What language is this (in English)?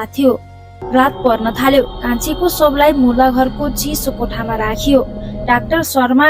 Nepali